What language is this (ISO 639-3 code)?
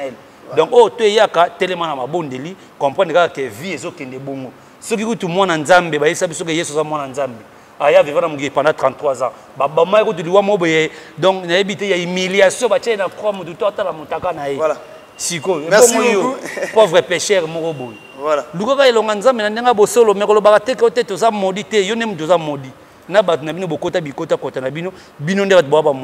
lin